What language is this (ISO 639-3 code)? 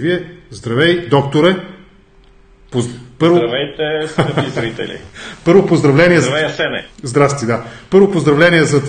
bul